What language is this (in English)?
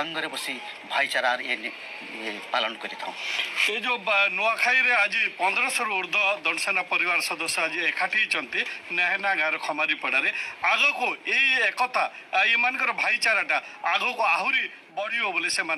Odia